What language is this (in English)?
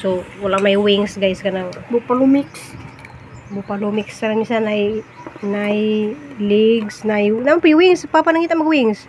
Cebuano